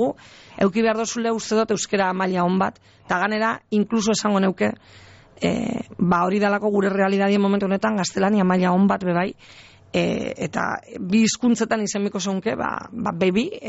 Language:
Basque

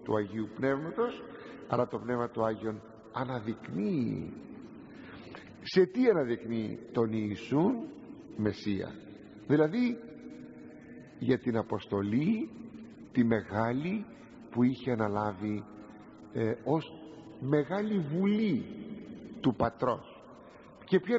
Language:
Greek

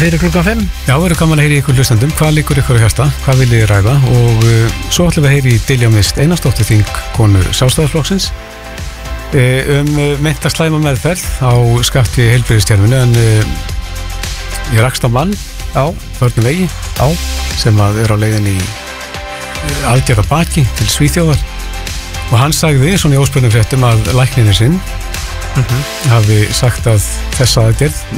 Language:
Icelandic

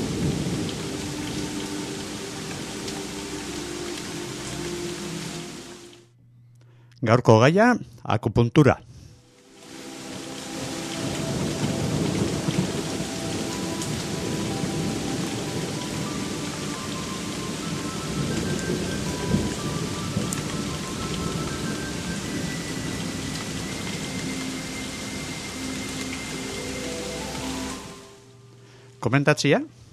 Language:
Basque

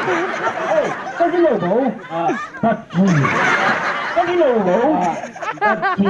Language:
Chang Naga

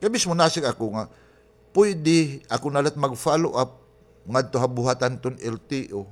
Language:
Waray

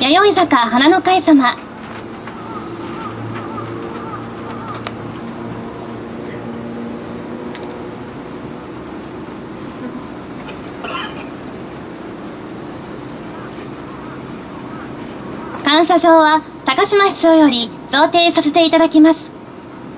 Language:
Japanese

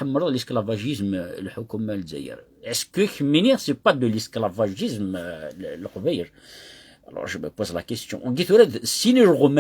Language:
Kabyle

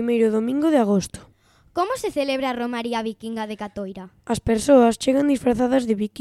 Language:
Galician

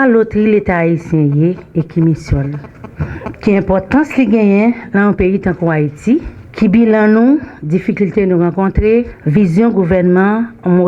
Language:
Haitian Creole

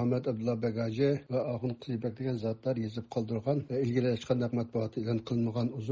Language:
Uyghur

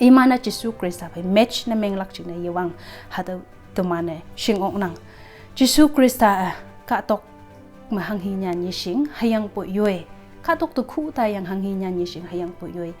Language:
Konyak Naga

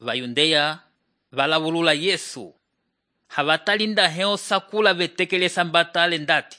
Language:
Umbundu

